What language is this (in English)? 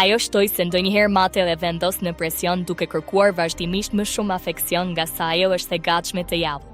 Albanian